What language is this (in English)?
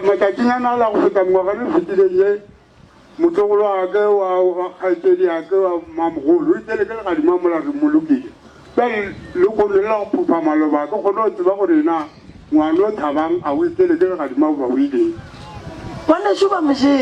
Northern Sotho